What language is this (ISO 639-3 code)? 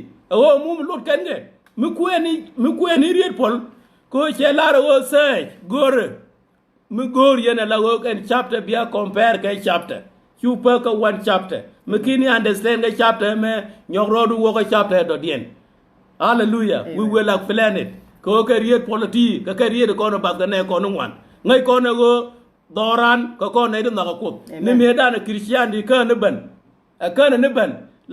nus